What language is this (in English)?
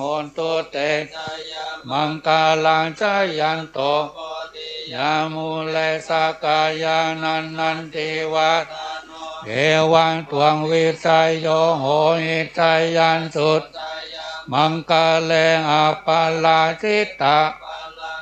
Pali